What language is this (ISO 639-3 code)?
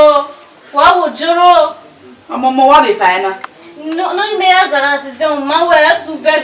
bin